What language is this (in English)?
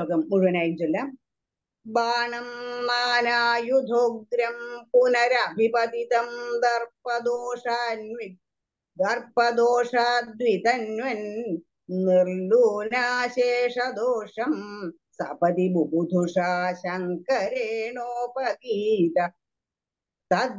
Malayalam